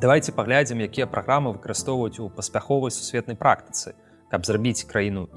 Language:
Belarusian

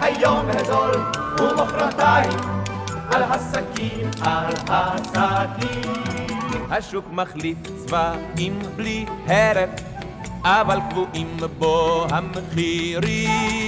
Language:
Hebrew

